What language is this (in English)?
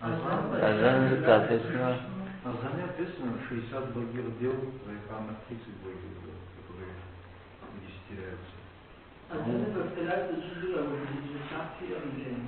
Kabardian